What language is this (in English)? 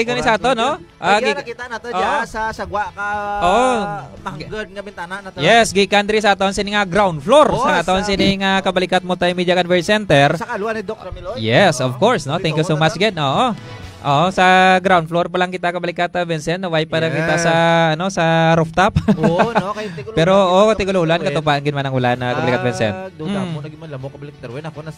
Hiligaynon